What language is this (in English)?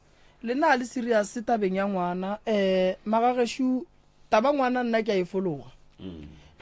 Northern Sotho